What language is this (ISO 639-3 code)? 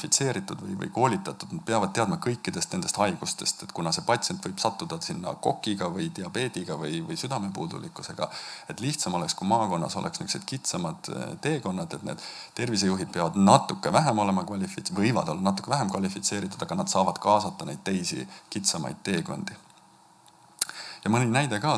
est